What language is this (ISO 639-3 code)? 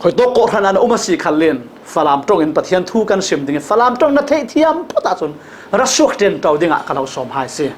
cfm